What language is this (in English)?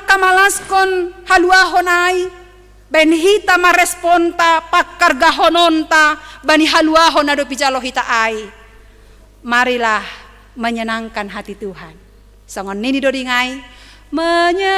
Batak Simalungun